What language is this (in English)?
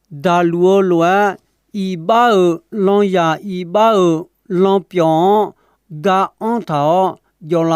Akha